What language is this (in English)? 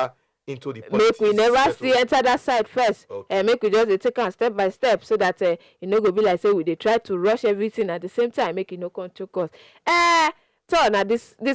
Nigerian Pidgin